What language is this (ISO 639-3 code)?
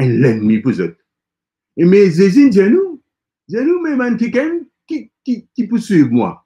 mfe